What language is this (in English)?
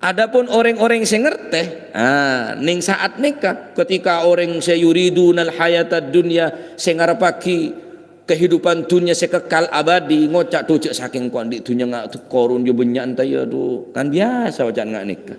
Madurese